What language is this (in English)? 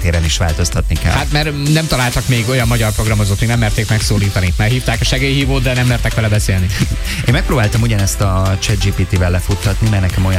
Hungarian